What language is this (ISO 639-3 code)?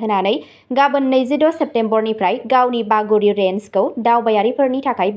brx